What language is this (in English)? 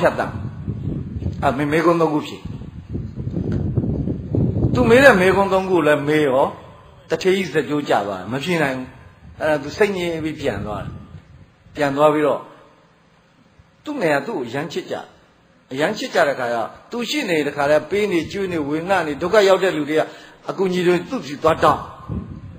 Burmese